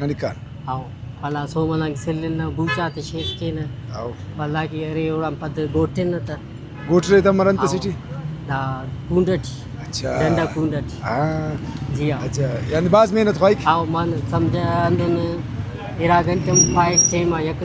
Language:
Brahui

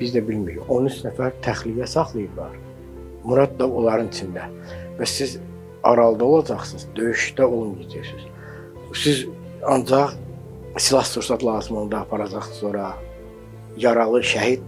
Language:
Azerbaijani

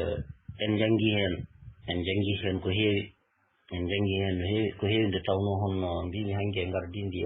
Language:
Fula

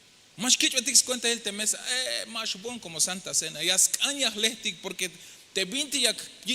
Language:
Tzeltal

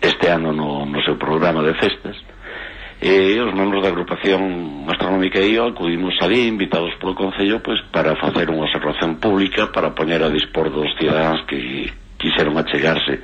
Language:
Galician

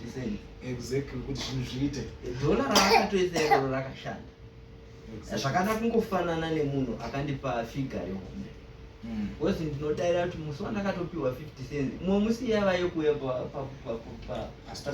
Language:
Shona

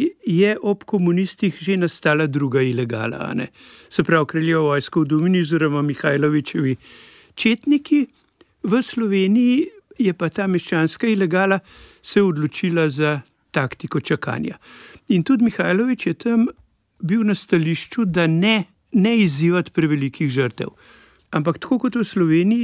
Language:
Slovenian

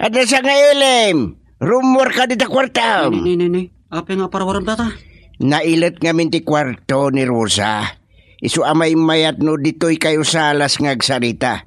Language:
Iloko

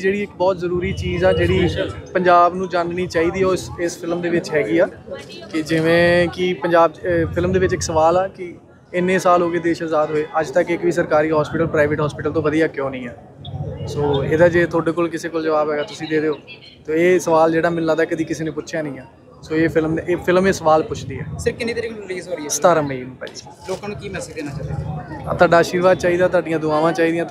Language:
Punjabi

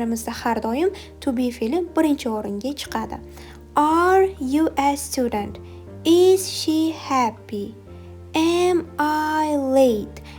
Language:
Uzbek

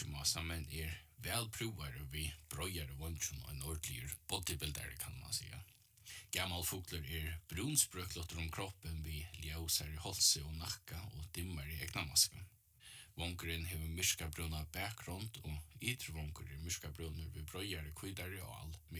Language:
Faroese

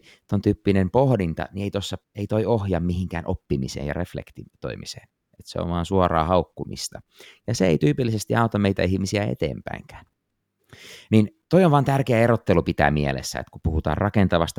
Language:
Finnish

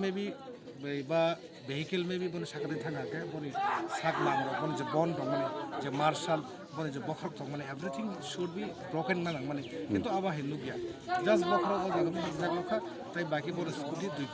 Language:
Kok Borok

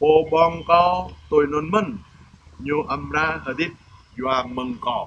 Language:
Jarai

